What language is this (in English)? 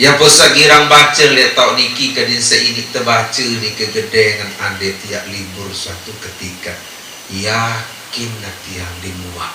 Sasak